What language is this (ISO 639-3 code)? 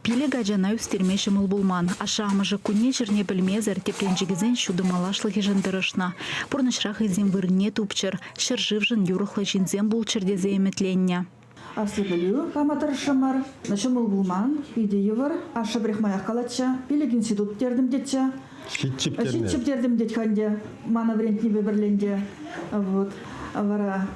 chv